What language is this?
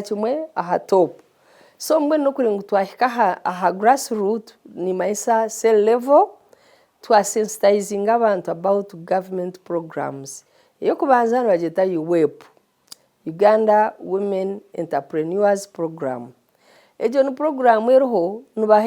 Nyankole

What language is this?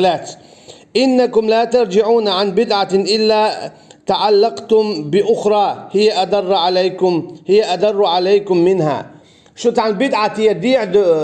Chechen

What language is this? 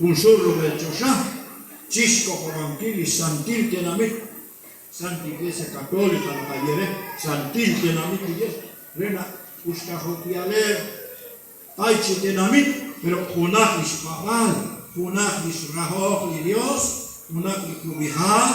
Kekchí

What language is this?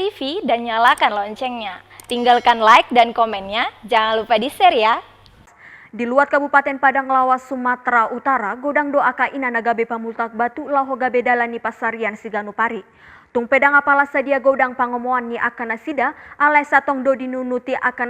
Batak Toba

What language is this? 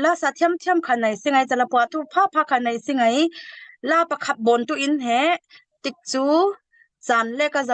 Falam Chin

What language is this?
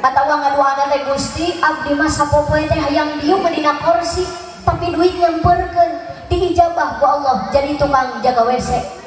Sundanese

